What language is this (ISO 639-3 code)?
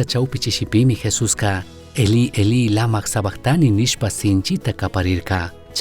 qug